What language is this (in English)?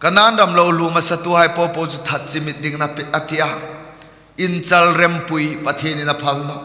Hmar